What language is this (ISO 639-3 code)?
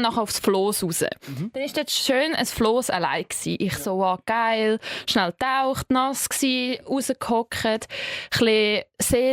gsw